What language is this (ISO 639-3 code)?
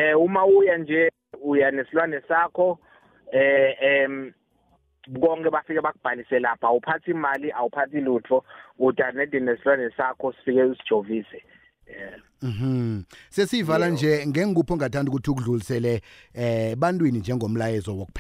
ssw